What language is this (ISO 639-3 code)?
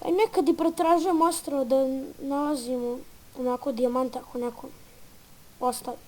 bos